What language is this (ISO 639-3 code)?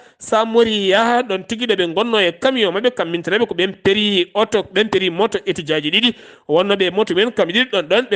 ful